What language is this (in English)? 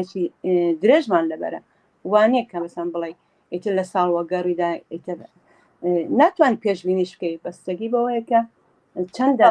Central Kurdish